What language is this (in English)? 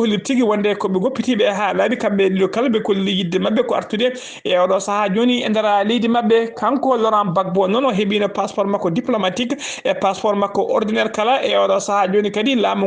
Fula